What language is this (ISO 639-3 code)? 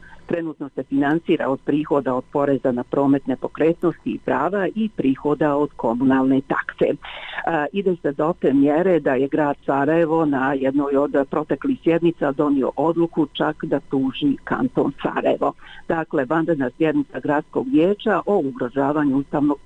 bos